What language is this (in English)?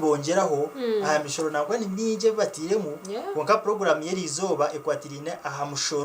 Nyankole